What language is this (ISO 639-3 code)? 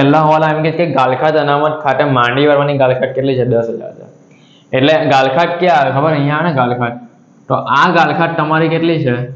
guj